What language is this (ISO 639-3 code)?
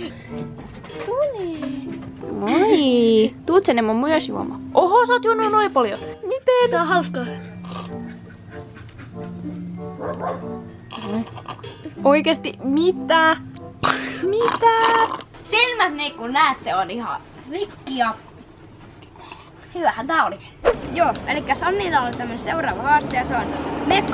fin